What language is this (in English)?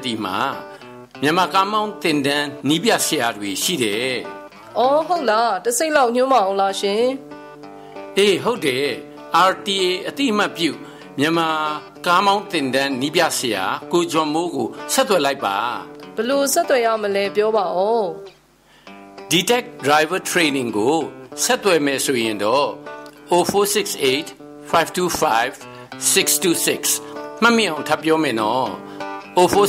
Burmese